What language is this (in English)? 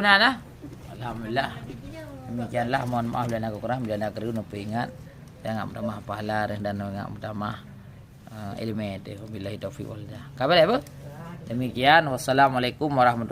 Achinese